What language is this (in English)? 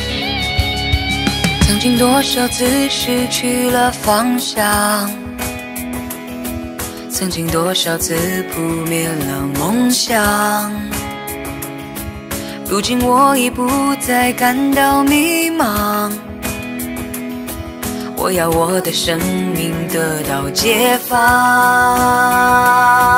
Chinese